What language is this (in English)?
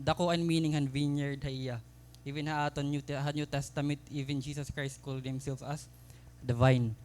Waray